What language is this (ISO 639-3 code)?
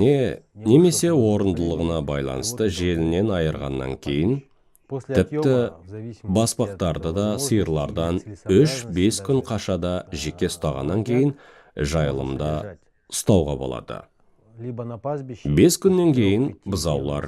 kaz